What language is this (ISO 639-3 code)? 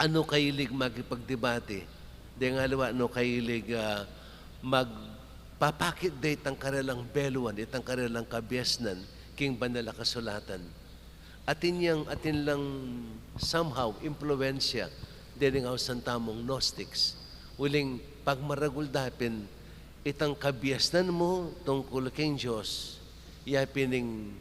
pam